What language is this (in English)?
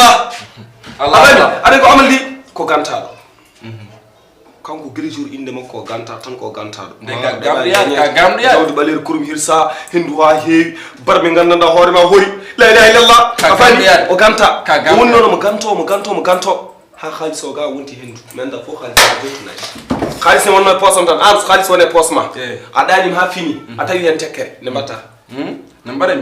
Fula